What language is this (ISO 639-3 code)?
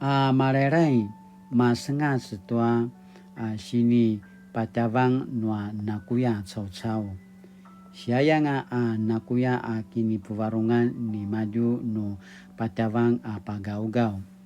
pwn